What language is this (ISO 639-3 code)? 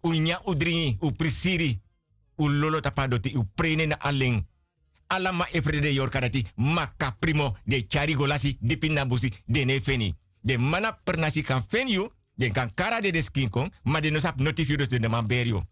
srn